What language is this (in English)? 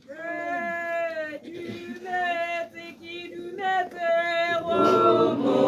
Tswana